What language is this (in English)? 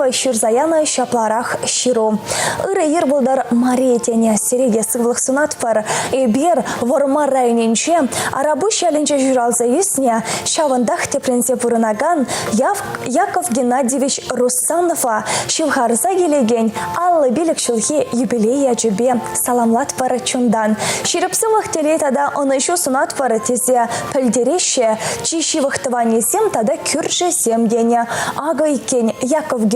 Chuvash